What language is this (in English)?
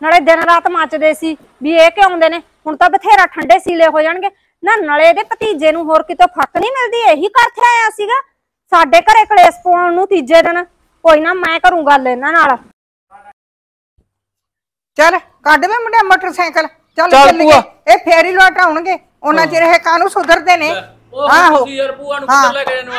Punjabi